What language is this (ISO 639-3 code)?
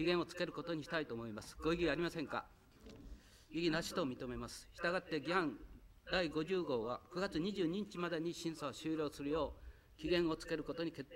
jpn